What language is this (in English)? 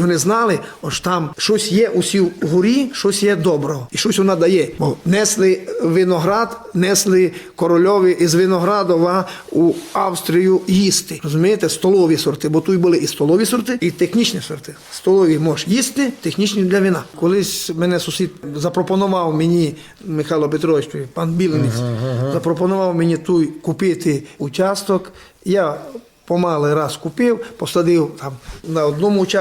Rusyn